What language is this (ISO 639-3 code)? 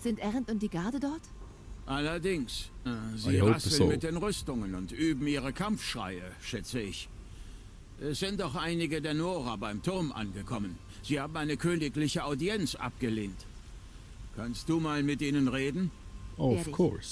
gsw